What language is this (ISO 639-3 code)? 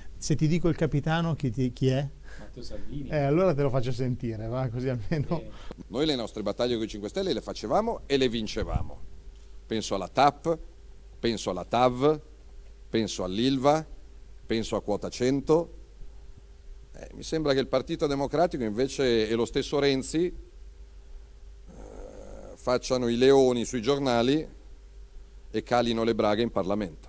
ita